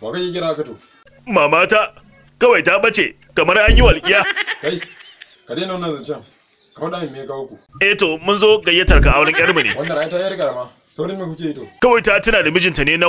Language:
Hausa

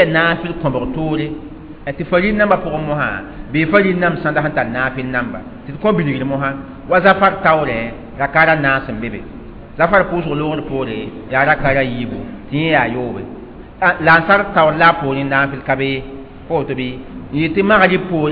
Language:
Mossi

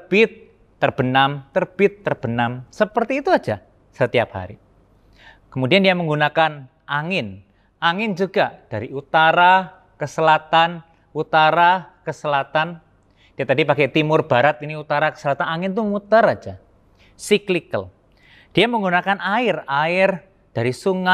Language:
Indonesian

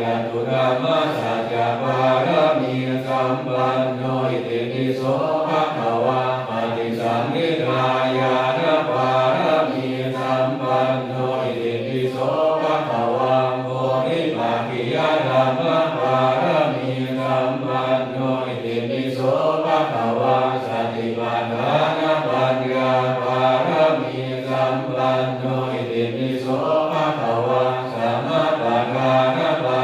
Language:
Pali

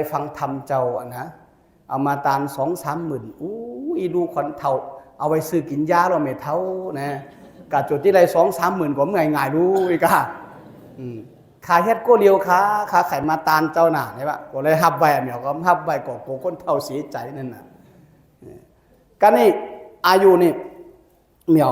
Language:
Shan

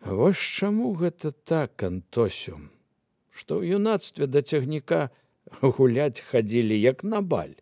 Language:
Belarusian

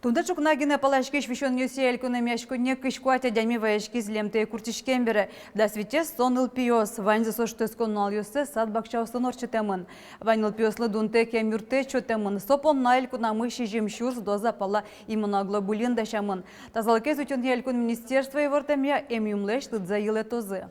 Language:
Udmurt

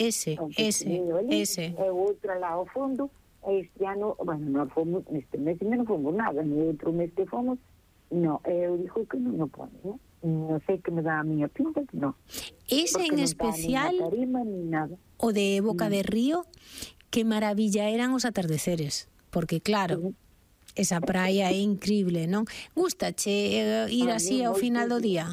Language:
Galician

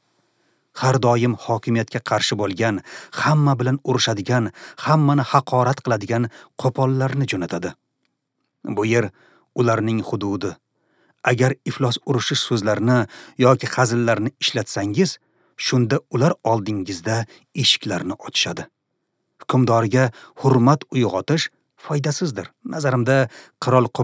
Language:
Uzbek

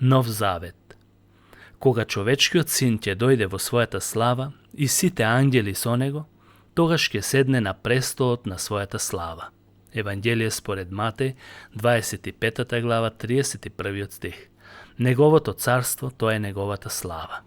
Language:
Macedonian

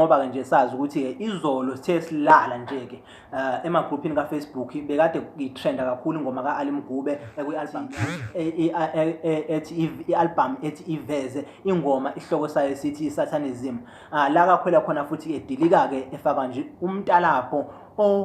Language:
Zulu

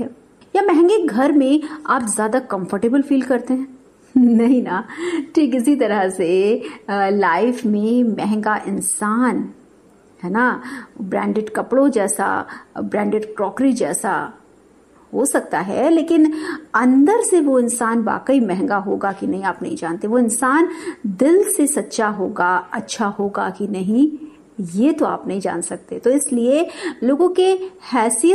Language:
Hindi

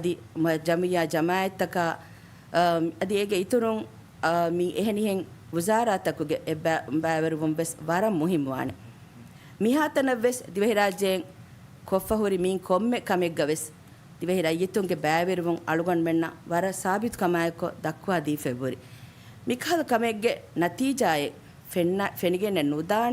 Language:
Divehi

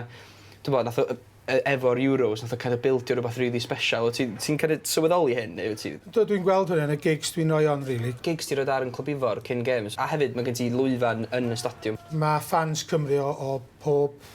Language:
Welsh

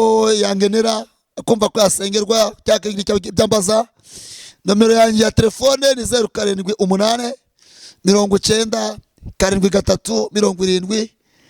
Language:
Kinyarwanda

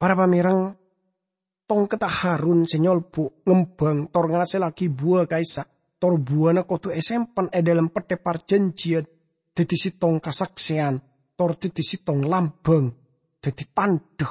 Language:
Madurese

